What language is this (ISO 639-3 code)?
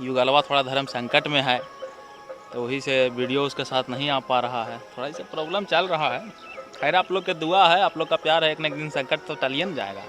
mag